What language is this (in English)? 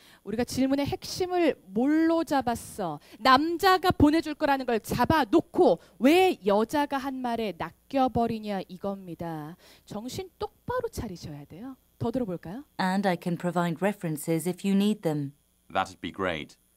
Korean